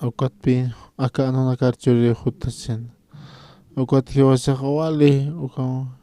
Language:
Aymara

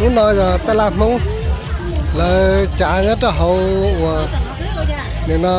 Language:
Hmong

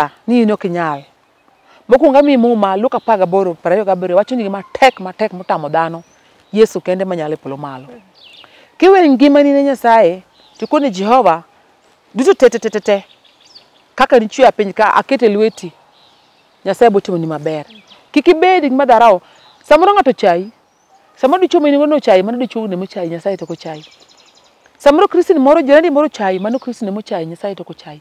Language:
Luo (Kenya and Tanzania)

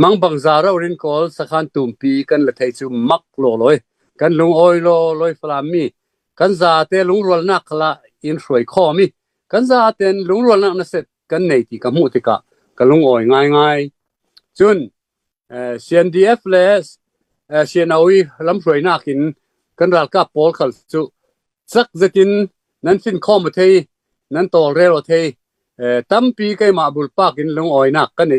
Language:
Falam Chin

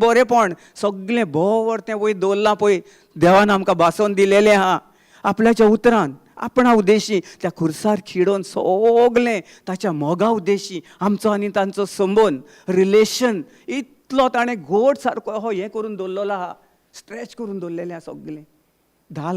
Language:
Konkani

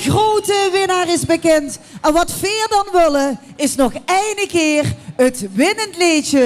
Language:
Limburgish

